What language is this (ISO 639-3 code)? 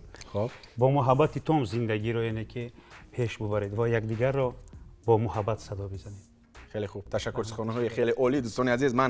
tgk